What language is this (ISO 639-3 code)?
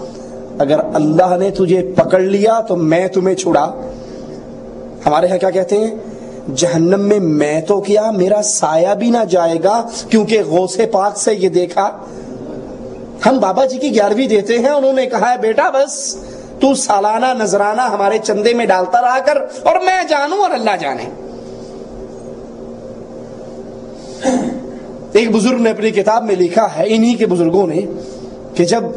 urd